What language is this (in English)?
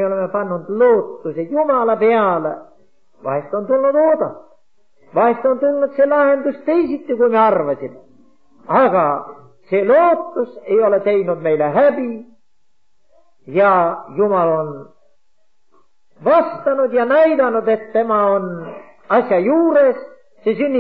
Estonian